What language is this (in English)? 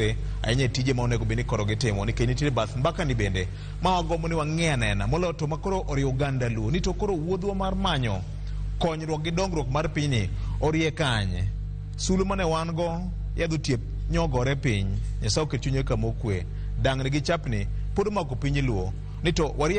Luo (Kenya and Tanzania)